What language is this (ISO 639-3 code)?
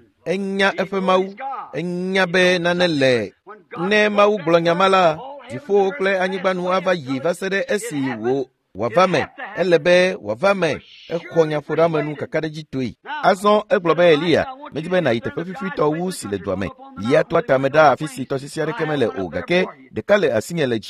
ewe